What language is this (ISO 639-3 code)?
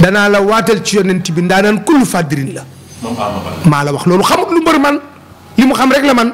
wol